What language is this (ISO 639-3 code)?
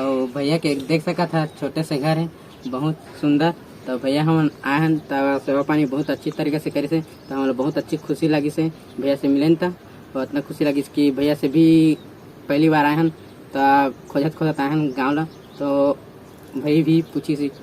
hne